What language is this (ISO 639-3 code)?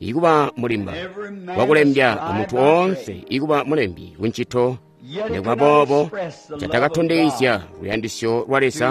toi